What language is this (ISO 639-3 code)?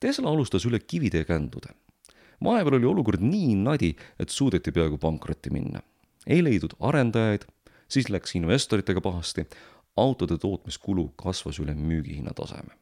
est